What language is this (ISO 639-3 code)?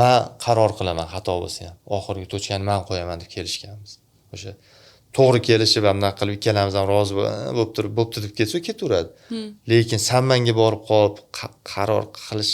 uzb